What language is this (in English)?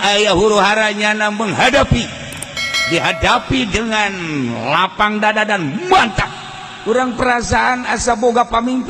Sundanese